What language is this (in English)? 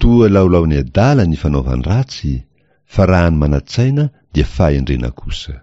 Malagasy